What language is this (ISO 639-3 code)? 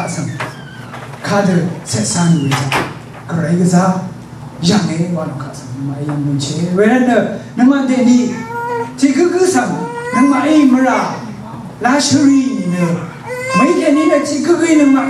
raw